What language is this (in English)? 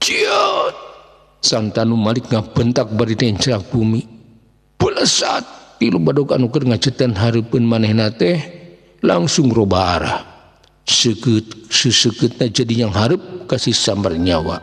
Sundanese